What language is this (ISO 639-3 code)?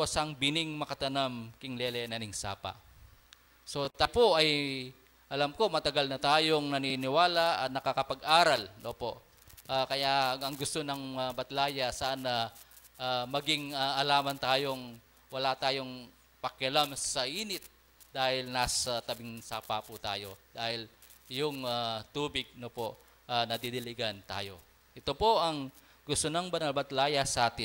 pam